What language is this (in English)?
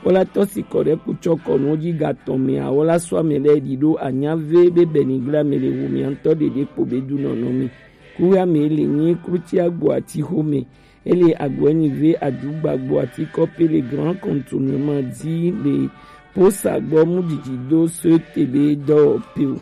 Gen